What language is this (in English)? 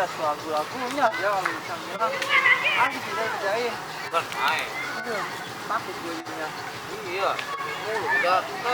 Betawi